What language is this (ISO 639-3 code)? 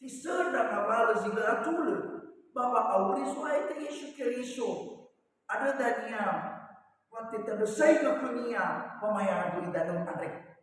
nia